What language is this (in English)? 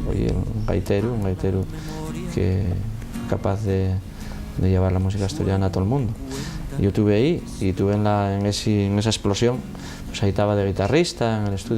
Asturian